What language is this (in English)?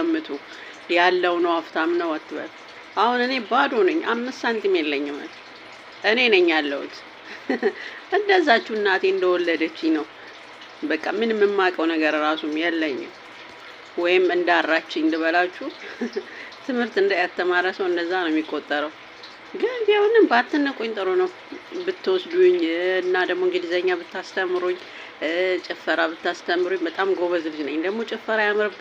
Amharic